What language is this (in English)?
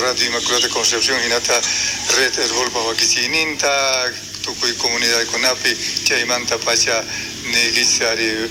South Bolivian Quechua